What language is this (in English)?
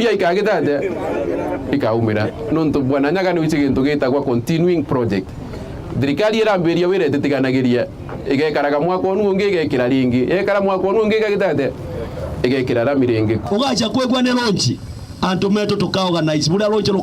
Meru